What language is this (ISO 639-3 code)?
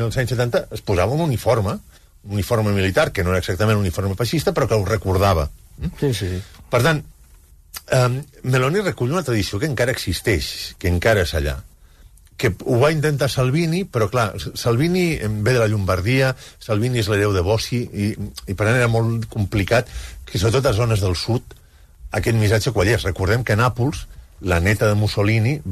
cat